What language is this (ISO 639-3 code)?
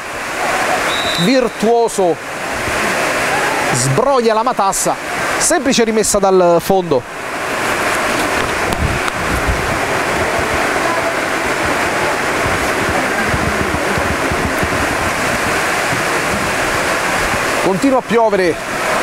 ita